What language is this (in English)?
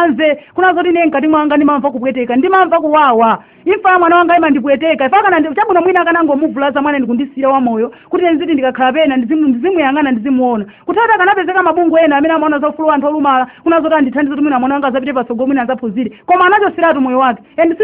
Nyanja